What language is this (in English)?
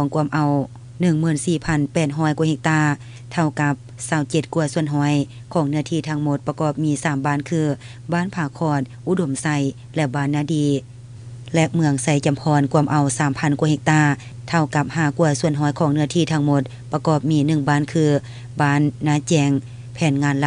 Lao